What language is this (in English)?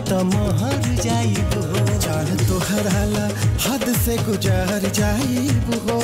Bhojpuri